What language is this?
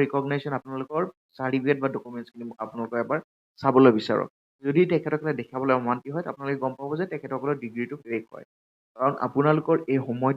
Assamese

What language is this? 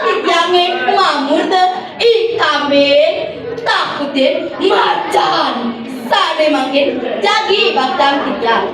Balinese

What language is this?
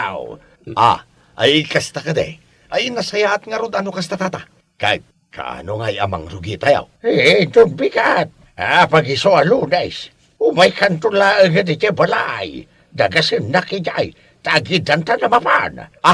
Iloko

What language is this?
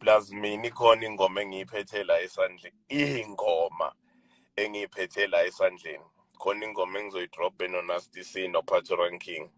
Zulu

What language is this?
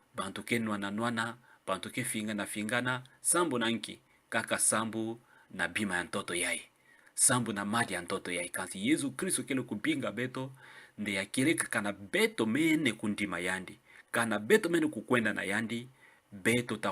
Kituba (Democratic Republic of Congo)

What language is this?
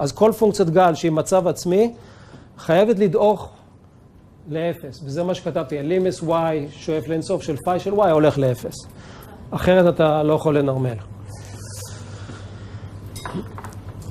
Hebrew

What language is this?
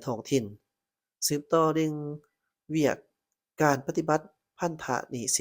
Lao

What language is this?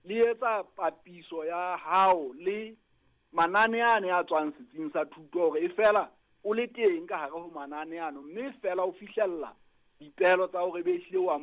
Southern Sotho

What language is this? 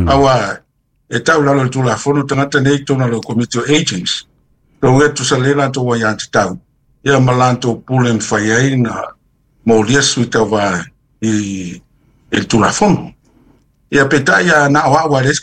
Samoan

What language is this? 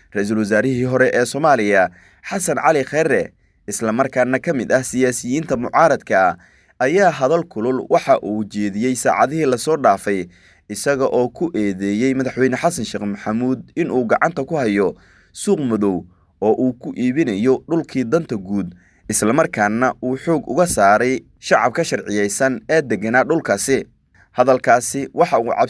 Somali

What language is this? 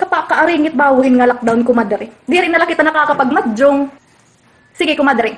Waray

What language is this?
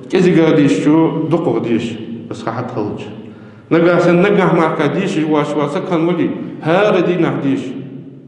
Ingush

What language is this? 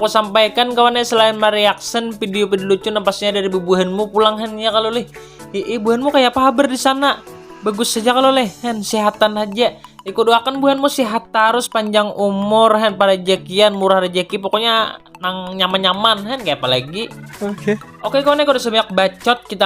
Banjar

